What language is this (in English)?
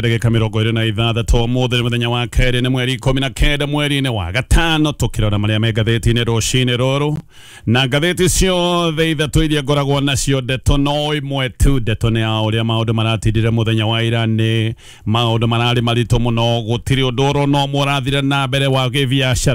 Kikuyu